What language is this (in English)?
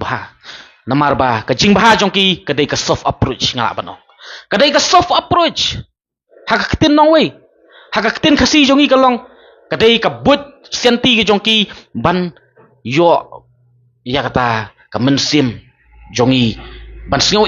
Khasi